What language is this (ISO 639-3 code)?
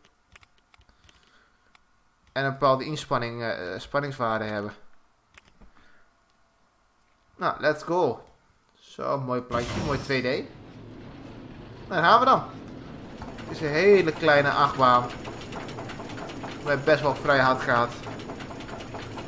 nld